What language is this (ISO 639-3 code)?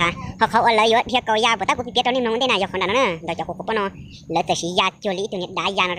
hmn